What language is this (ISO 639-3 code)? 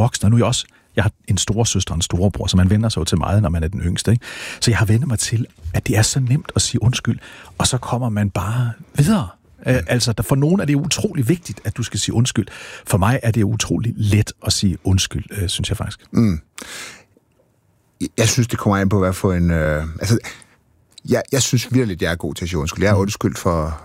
dan